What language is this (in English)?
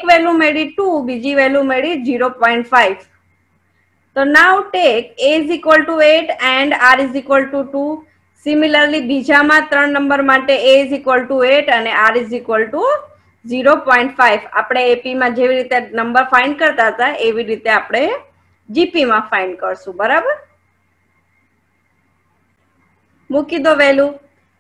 Gujarati